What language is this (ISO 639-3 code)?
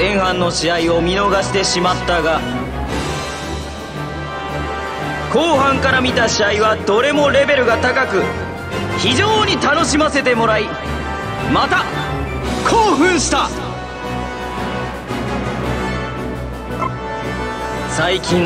jpn